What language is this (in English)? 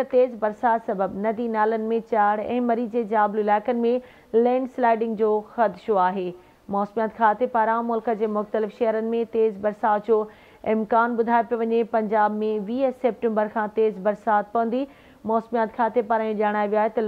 Sindhi